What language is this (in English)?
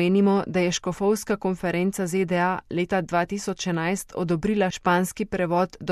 Slovenian